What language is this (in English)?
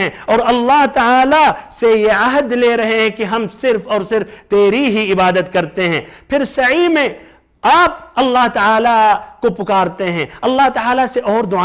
Urdu